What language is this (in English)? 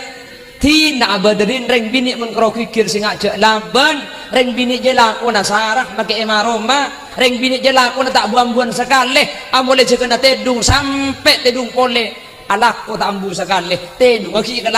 Madurese